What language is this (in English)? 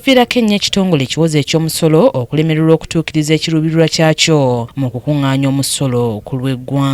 Ganda